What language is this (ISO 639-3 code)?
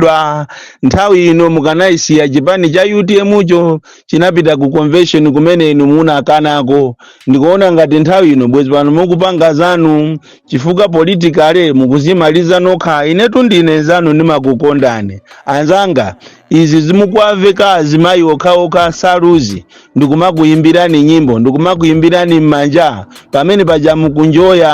nya